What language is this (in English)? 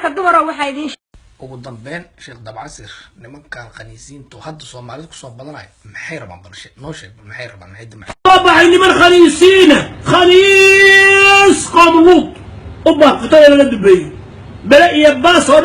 Somali